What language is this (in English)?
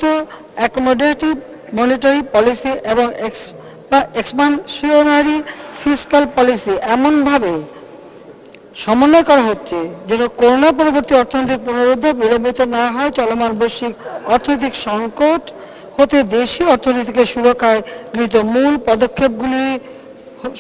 Bangla